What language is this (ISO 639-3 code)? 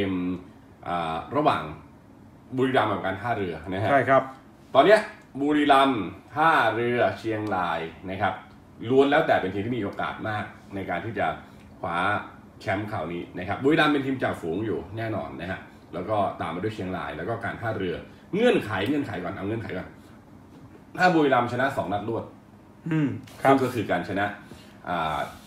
tha